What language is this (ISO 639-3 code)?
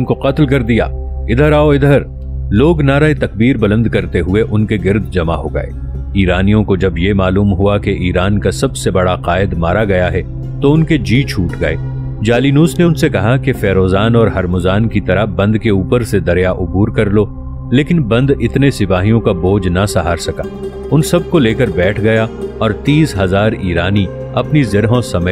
urd